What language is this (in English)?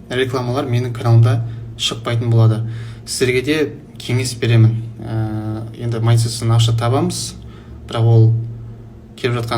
Kazakh